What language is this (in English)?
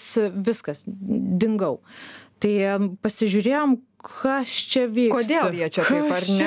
Lithuanian